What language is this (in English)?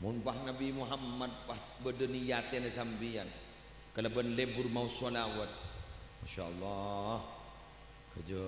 Madurese